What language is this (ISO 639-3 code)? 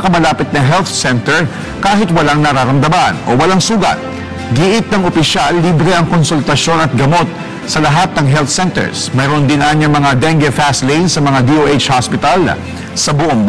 fil